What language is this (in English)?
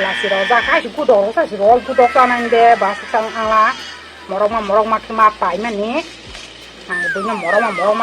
Kok Borok